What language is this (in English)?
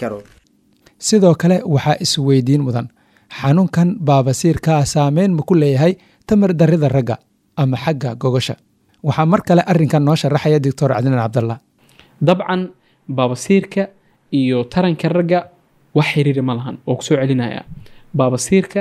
Somali